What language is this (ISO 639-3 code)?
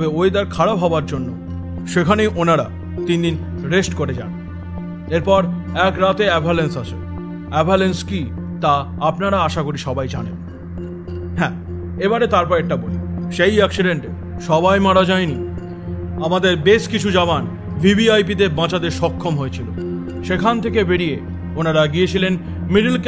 ben